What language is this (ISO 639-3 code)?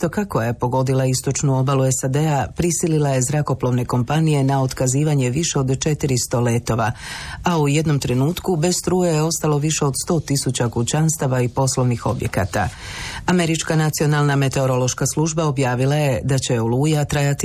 hrv